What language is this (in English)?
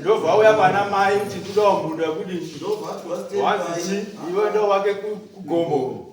Shona